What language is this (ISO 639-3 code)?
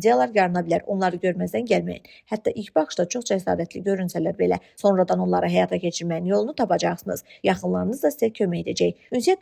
aze